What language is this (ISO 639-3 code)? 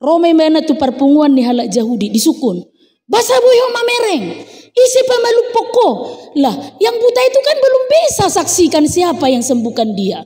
bbc